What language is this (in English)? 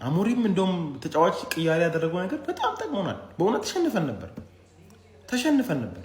Amharic